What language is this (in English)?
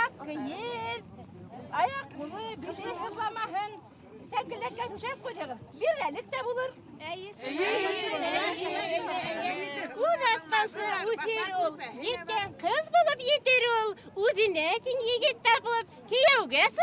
Bashkir